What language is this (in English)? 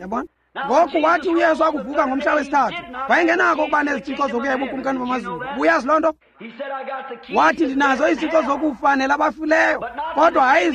Xhosa